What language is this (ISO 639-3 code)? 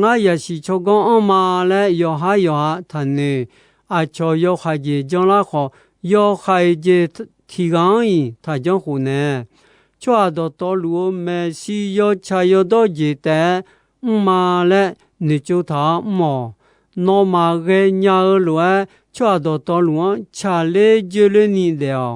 ahk